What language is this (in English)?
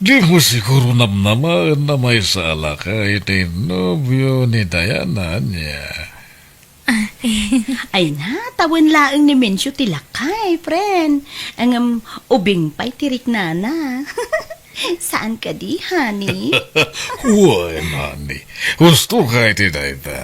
Iloko